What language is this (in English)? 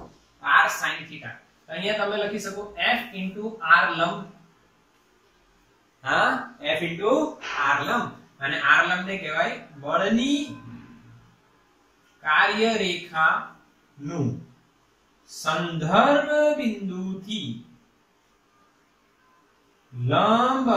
Gujarati